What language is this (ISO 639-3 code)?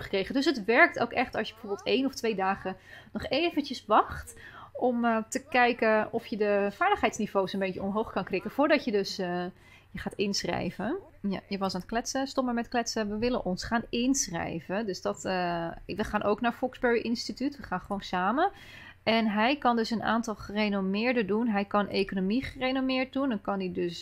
nld